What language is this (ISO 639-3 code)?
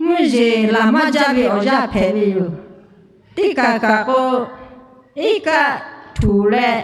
lhu